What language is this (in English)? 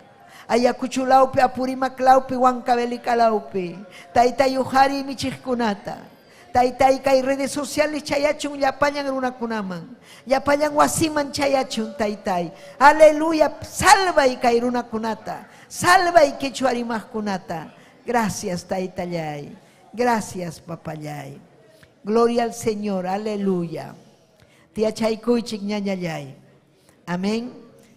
Ayacucho Quechua